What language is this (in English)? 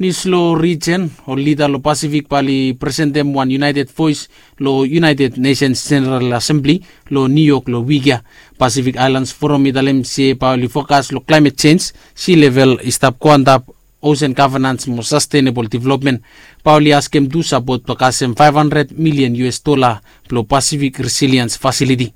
Bislama